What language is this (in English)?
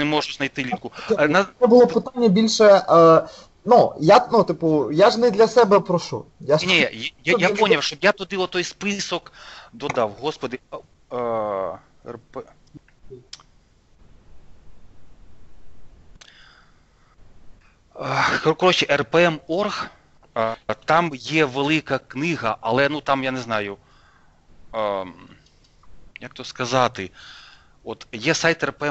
Ukrainian